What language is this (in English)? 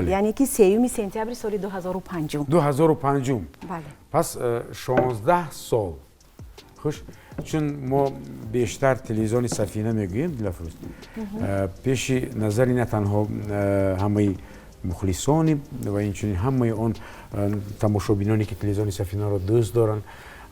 Tajik